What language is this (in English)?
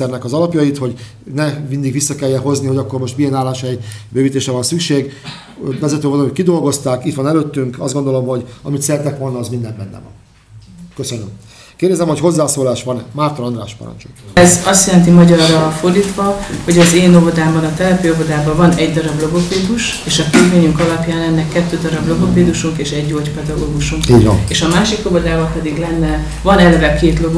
Hungarian